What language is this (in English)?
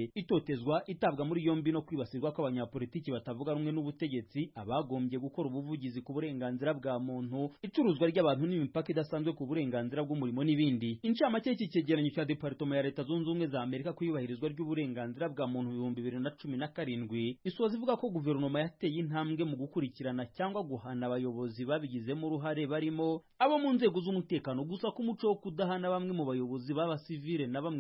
Kinyarwanda